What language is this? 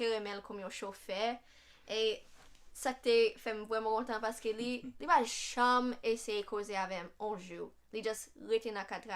Haitian Creole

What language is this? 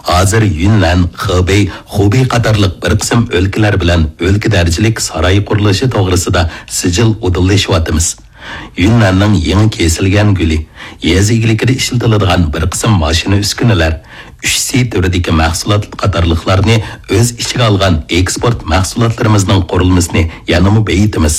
Uyghur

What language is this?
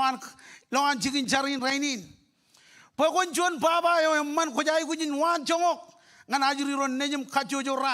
Marshallese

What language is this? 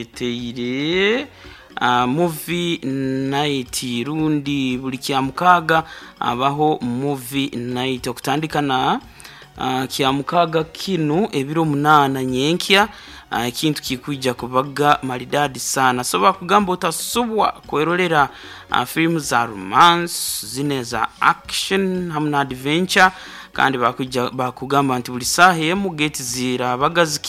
Nyoro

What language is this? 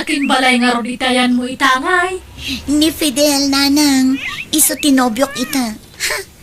Iloko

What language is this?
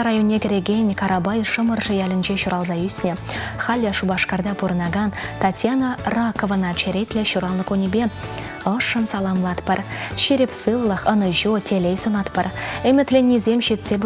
Chuvash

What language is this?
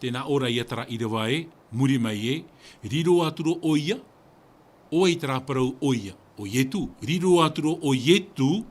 Tahitian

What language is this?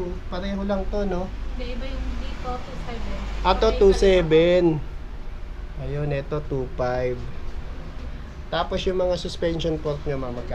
Filipino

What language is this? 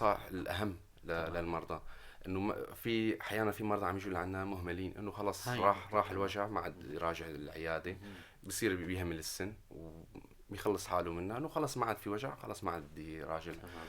North Levantine Arabic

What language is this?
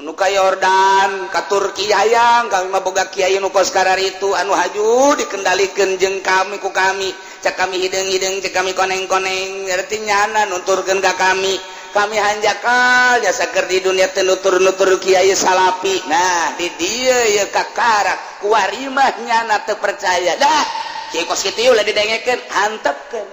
Sundanese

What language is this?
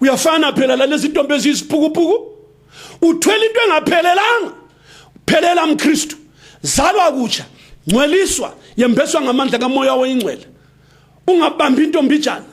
North Ndebele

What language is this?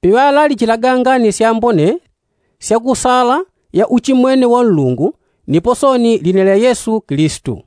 Yao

